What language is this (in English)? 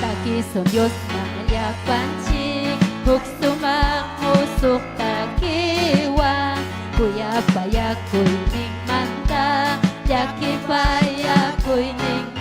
Ayacucho Quechua